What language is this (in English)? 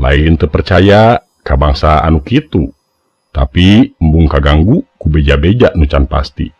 Sundanese